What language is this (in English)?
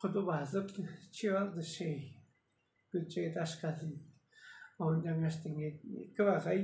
Tuvinian